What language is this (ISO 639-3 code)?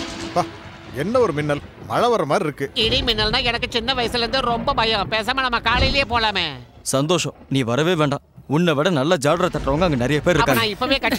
tam